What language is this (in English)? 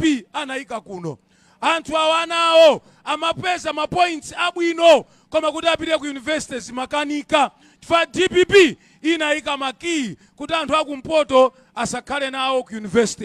Nyanja